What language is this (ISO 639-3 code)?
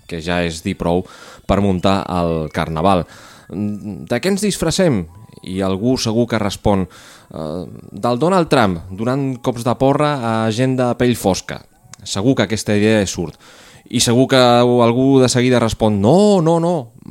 cat